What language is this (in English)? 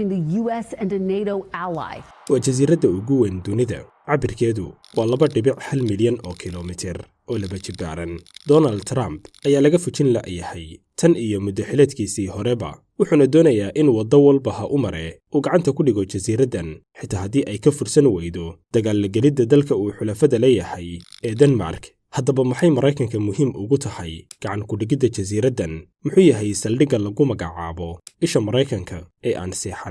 Somali